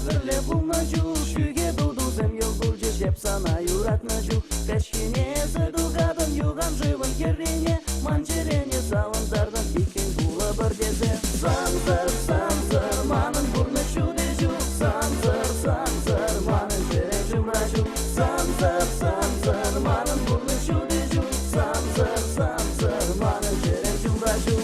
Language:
Chuvash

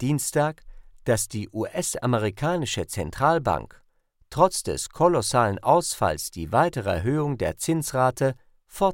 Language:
German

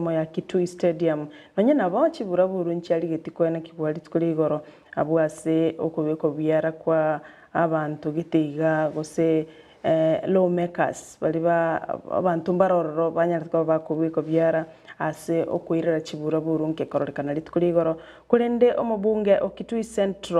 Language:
Gusii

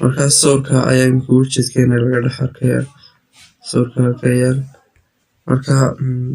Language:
Somali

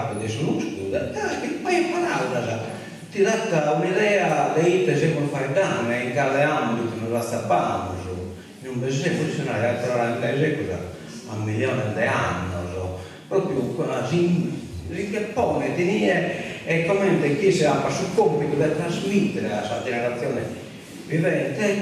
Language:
Sardinian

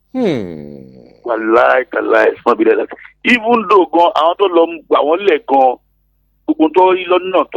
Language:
Yoruba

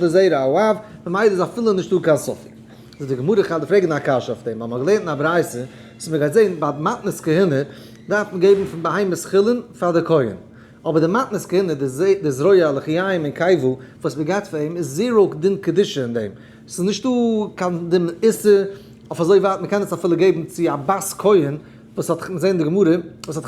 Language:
Yiddish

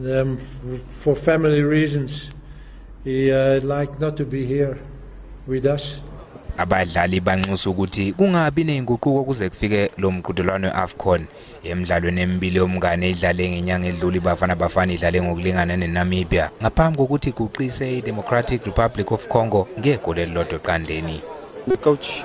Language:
Zulu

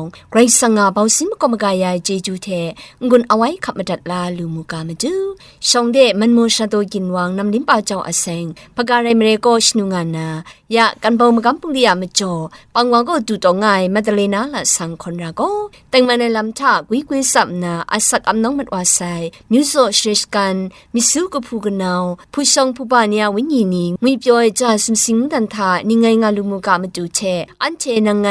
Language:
Kachin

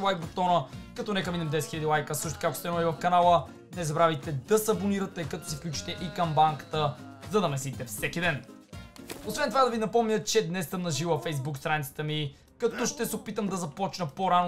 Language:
Bulgarian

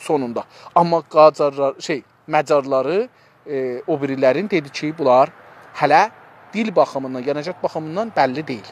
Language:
South Azerbaijani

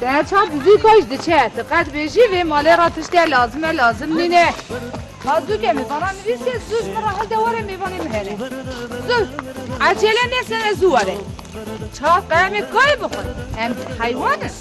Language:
Kurdish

